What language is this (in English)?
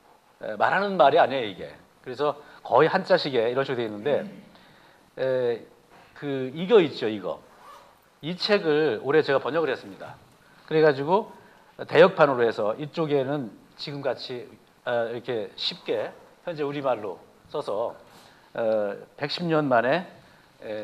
Korean